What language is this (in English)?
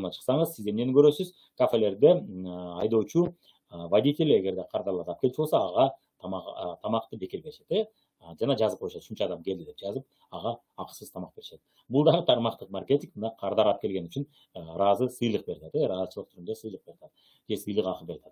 Kyrgyz